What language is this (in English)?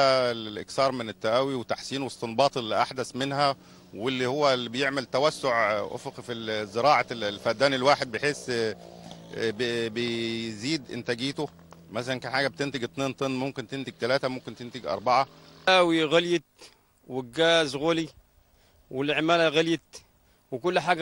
Egyptian Arabic